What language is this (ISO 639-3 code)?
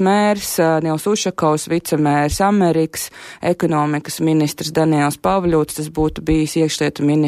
lav